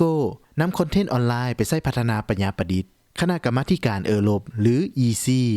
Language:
Lao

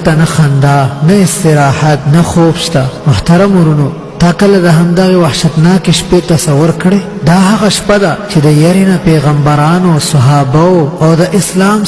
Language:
Pashto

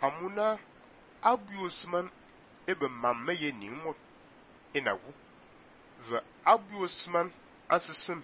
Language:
Fang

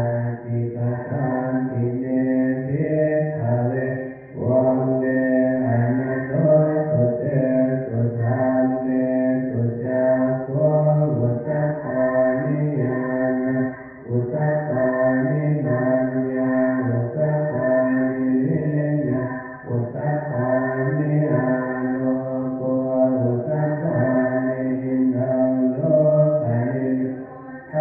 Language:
Pali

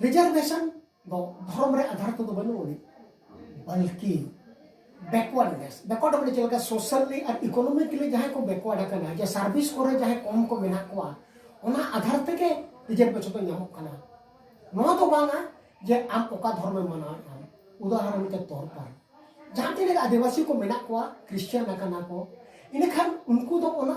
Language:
Santali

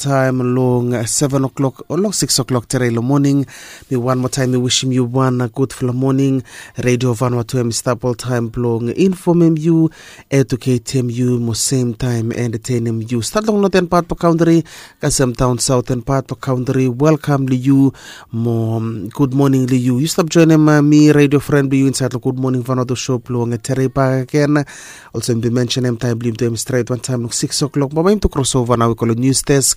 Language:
Bislama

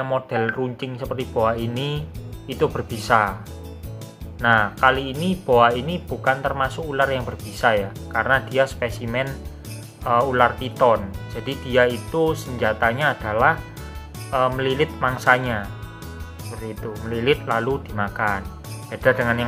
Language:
Indonesian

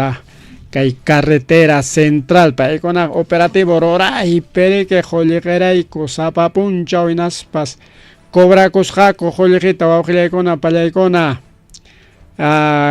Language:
Ayacucho Quechua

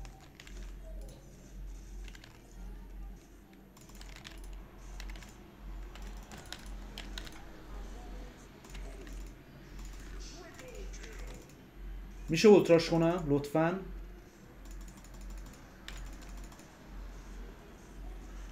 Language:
Persian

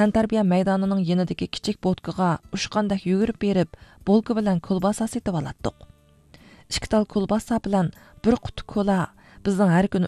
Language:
Uyghur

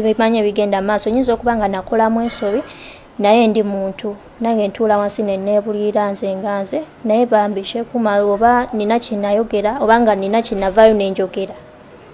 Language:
Ganda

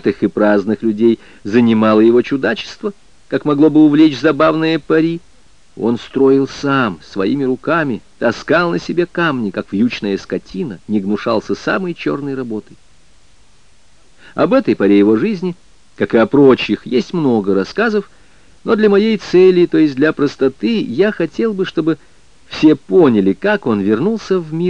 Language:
Russian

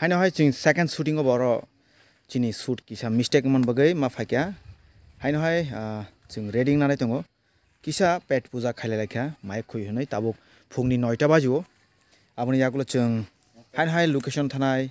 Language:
Kok Borok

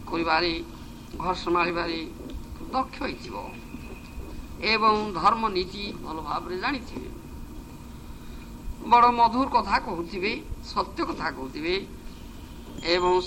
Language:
Odia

